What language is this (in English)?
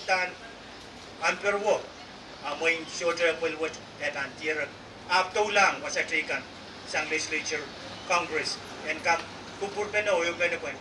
Pohnpeian